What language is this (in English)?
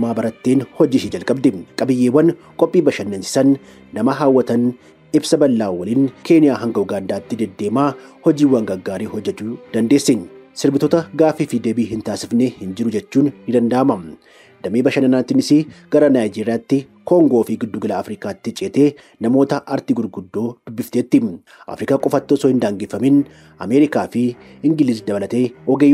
Oromo